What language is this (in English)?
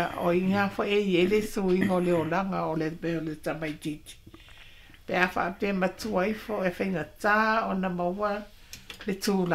Samoan